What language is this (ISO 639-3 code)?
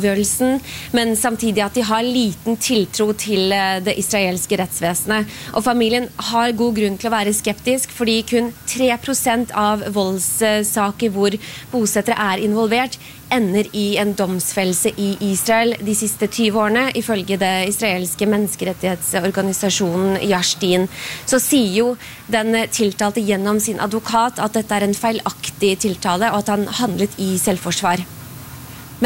nor